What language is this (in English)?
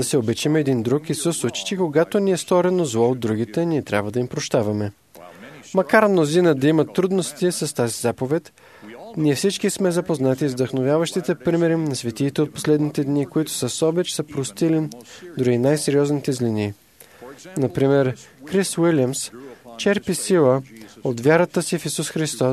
Bulgarian